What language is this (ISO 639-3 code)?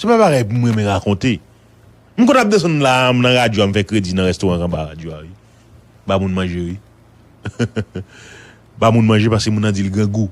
hat